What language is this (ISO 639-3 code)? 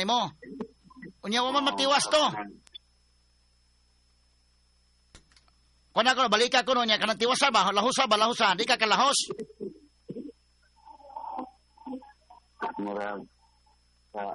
ceb